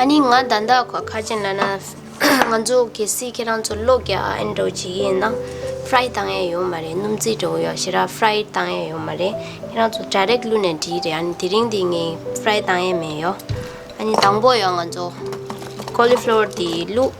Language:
Tibetan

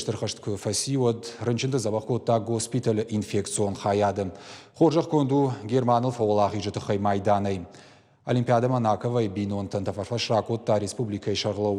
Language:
Ossetic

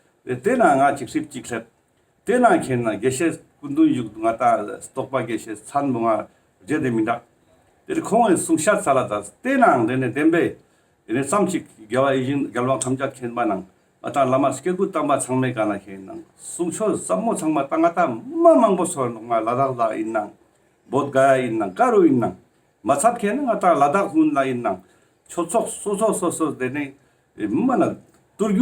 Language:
Ladakhi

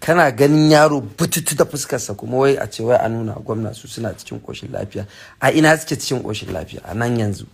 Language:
Hausa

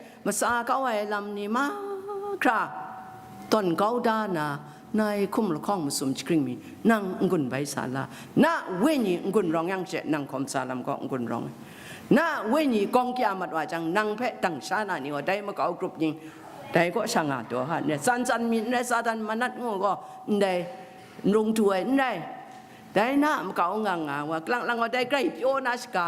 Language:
Kachin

